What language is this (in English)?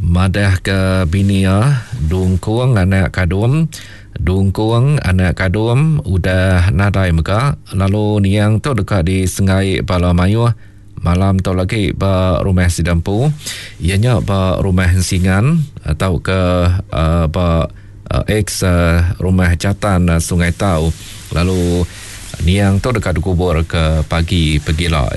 Iban